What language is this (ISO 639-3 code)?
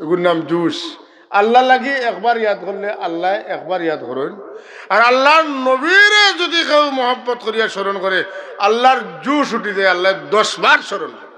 syl